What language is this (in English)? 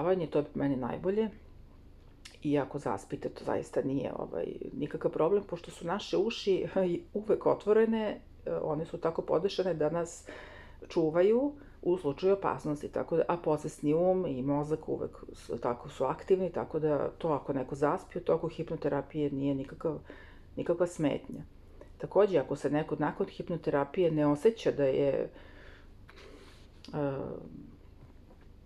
Serbian